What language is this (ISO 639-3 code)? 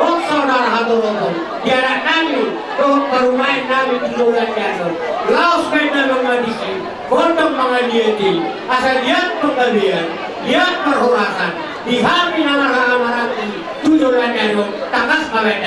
bbc